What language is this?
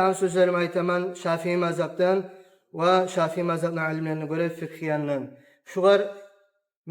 Kumyk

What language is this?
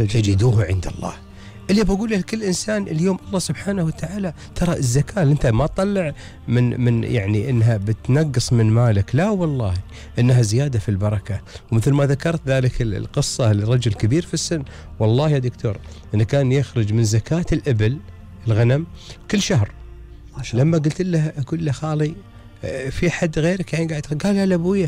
Gulf Arabic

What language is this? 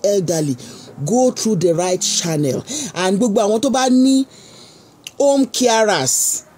Yoruba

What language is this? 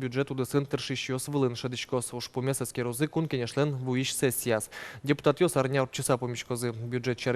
Udmurt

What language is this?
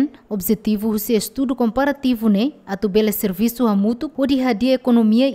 Tetum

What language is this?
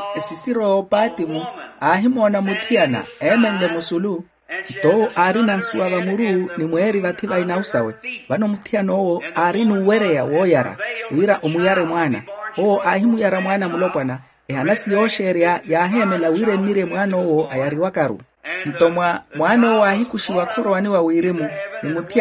Makhuwa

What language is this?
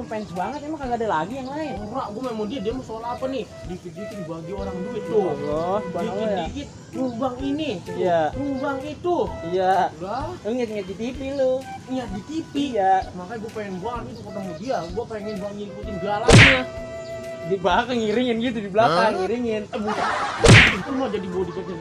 Betawi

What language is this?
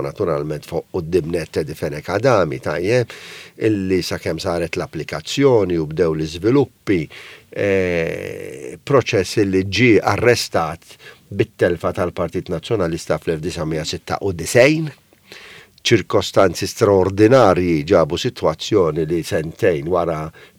Maltese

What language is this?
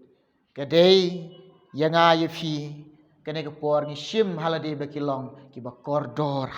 Khasi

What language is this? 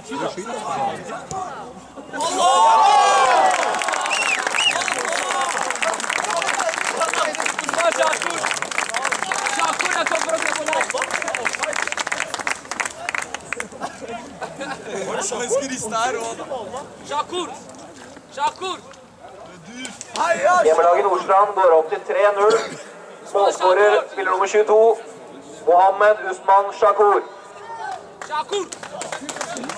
Norwegian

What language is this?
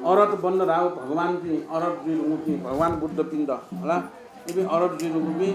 Newari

